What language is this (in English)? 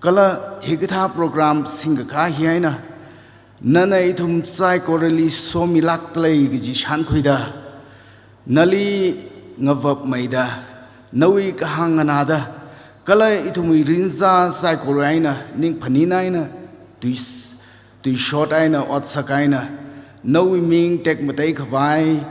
Tangkhul Naga (India)